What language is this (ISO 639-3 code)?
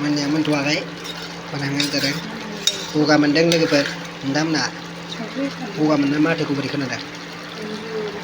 brx